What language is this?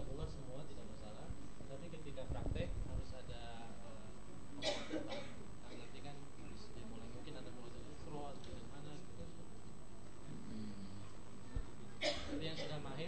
Indonesian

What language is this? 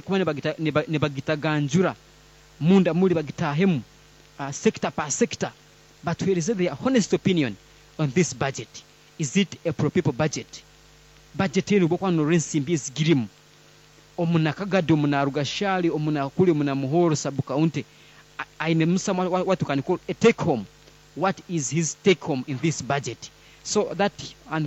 Nyankole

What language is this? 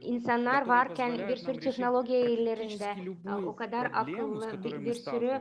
Gagauz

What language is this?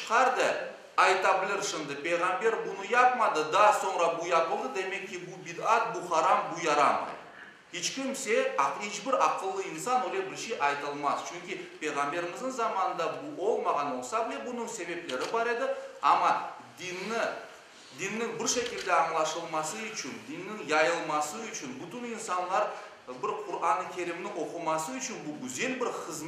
Crimean Tatar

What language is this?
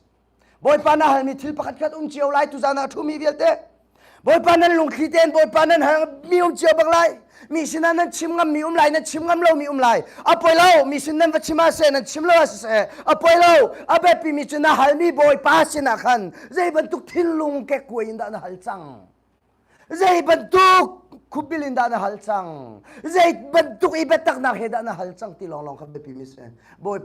Hakha Chin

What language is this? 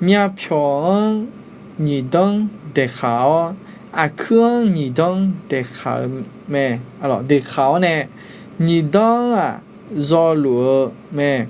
Akha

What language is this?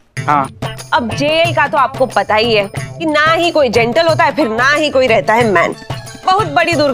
Hindi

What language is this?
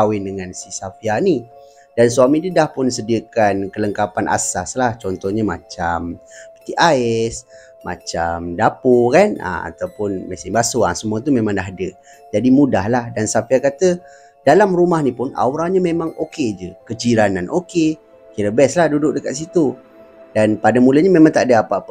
Malay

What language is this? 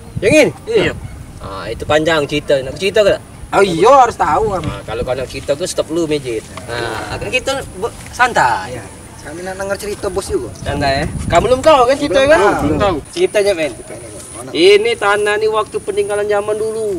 Musi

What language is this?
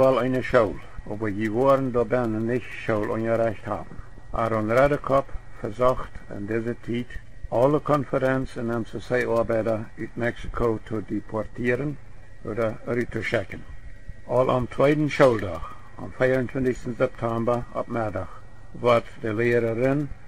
Plautdietsch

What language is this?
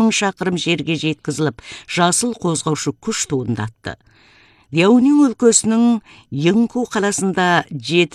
Kazakh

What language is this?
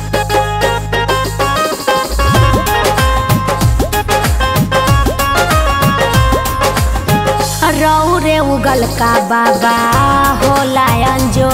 Bhojpuri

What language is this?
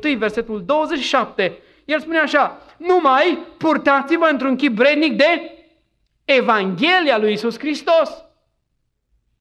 Romanian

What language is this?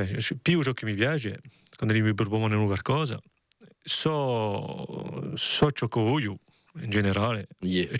Corsican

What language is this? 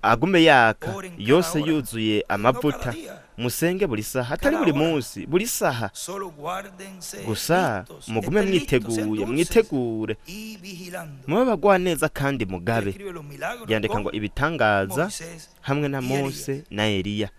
Rundi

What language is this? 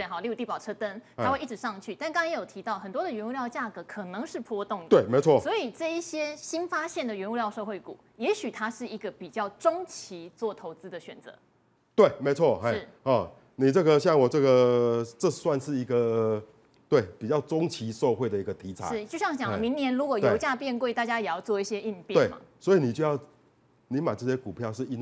Chinese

